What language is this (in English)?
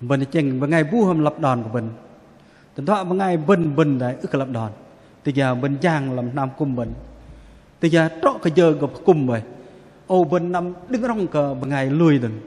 Bahnar